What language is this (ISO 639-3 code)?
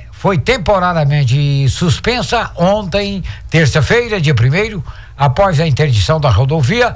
por